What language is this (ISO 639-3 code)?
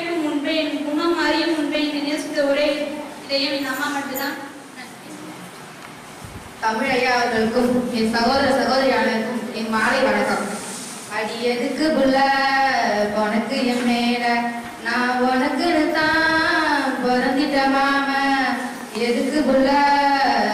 tam